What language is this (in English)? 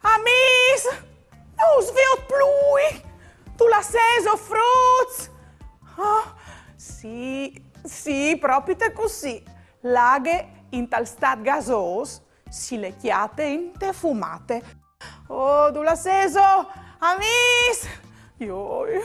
Friulian